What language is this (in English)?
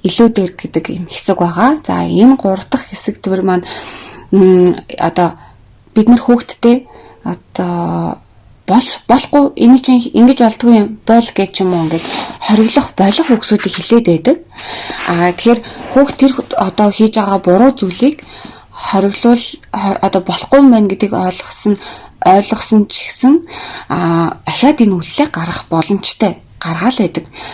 Mongolian